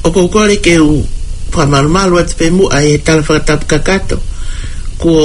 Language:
Tongan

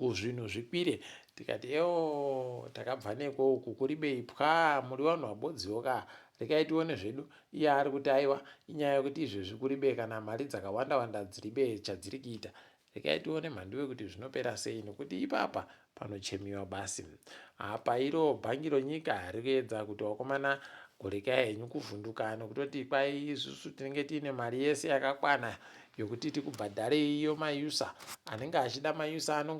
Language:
Ndau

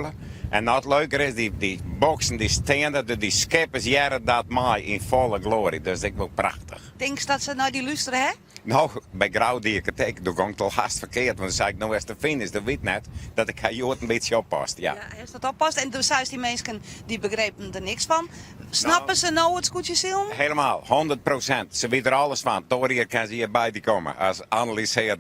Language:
Western Frisian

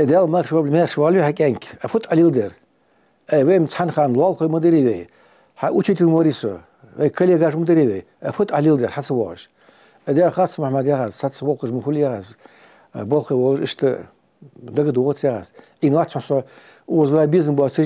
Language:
Ingush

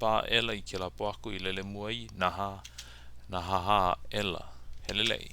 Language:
Hawaiian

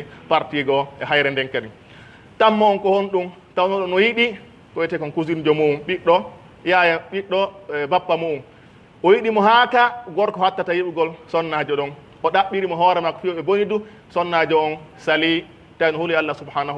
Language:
Pular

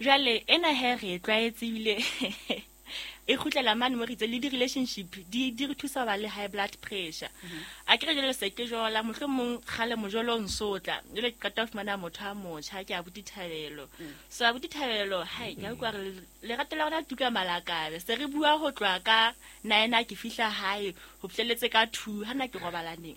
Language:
Southern Sotho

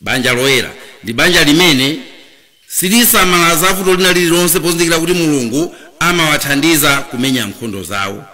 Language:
Nyanja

